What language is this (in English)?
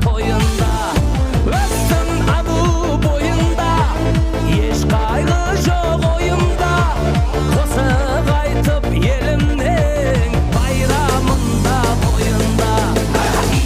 Kara-Kalpak